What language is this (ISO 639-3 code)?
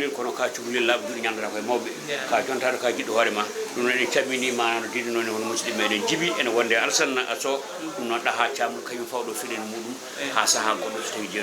ful